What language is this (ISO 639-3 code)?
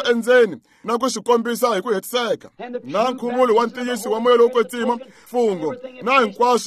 tso